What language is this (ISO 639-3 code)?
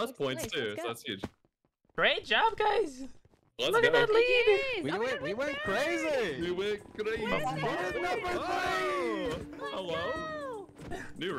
eng